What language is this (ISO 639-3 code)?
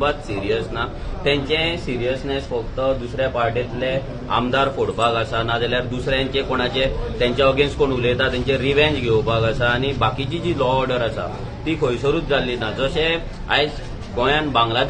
kok